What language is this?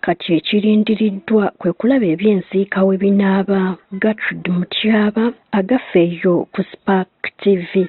Ganda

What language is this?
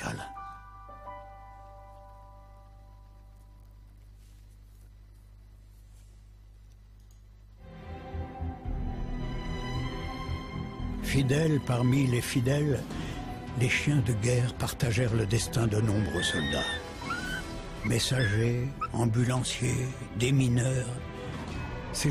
French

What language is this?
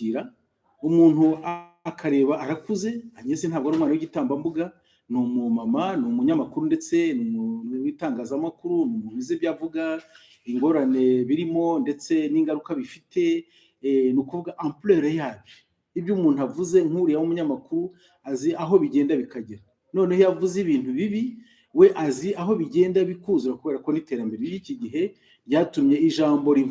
Kinyarwanda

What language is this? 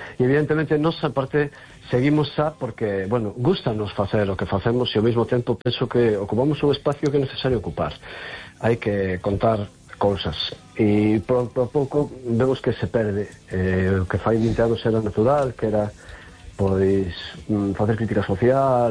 Galician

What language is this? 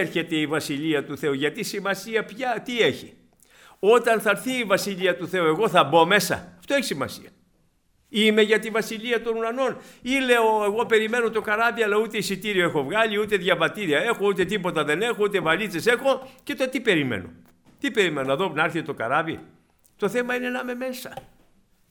Greek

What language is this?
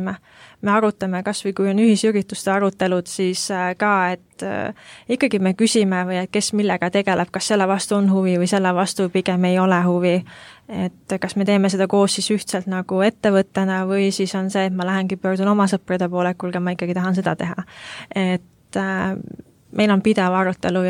Estonian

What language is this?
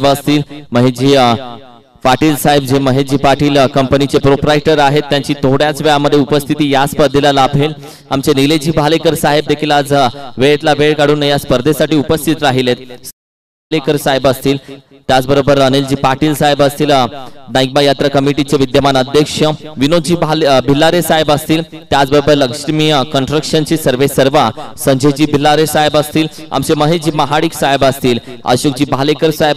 Marathi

